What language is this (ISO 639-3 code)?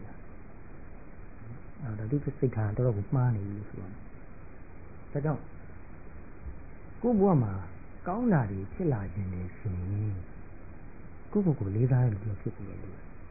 mya